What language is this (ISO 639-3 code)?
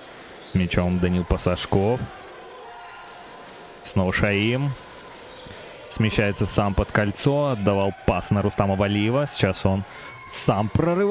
rus